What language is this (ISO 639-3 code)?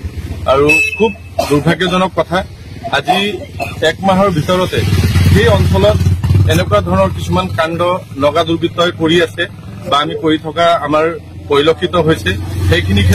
asm